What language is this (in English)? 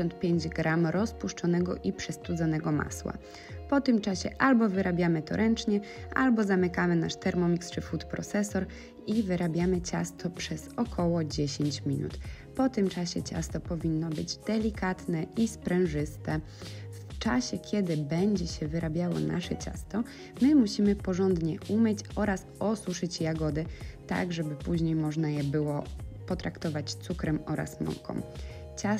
Polish